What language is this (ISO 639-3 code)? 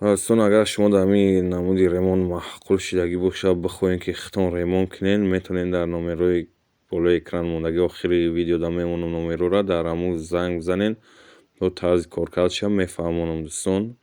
tgk